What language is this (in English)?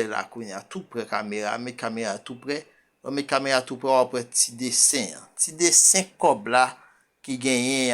Haitian Creole